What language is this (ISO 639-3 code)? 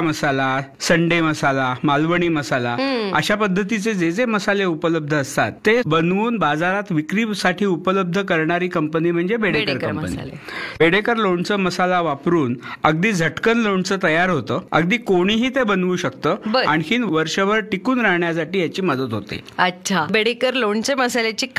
mar